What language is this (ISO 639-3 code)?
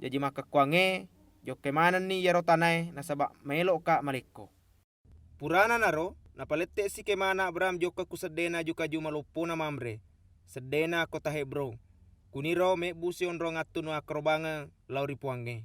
bug